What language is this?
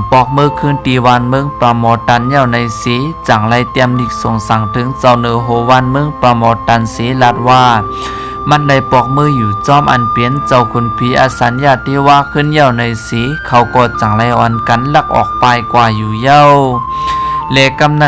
Shan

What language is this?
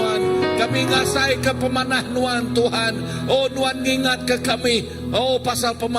Iban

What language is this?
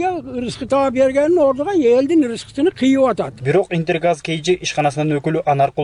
Kyrgyz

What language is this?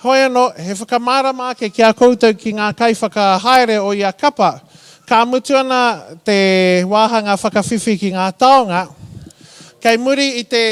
Māori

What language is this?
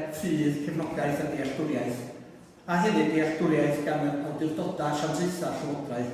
Welsh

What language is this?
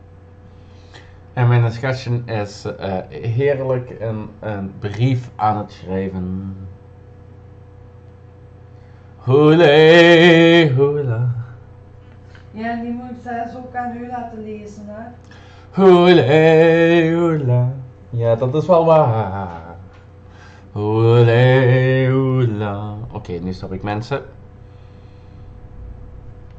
Dutch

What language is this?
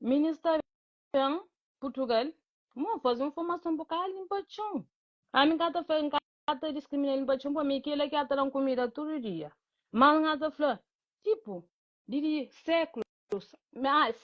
Kabuverdianu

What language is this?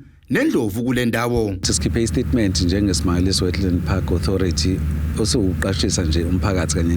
Zulu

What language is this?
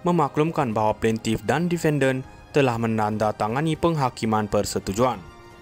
Malay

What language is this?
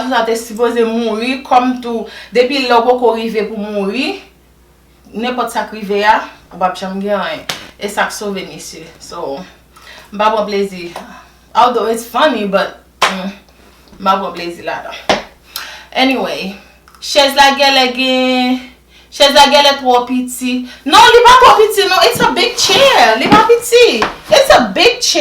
Haitian Creole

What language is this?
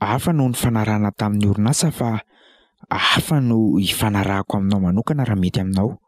Malagasy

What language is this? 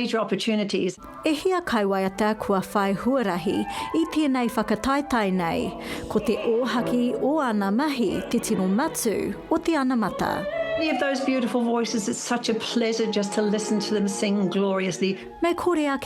Māori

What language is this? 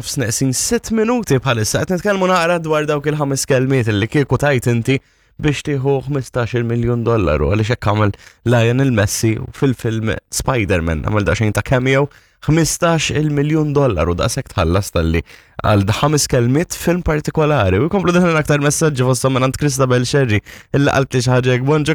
Maltese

